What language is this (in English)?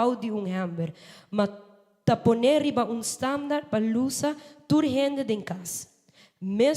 Papiamento